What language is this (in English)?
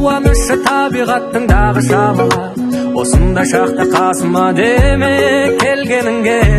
Kazakh